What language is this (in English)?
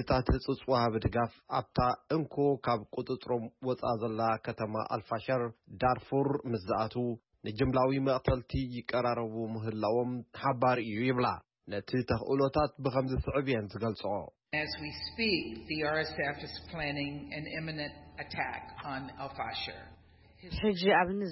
Tigrinya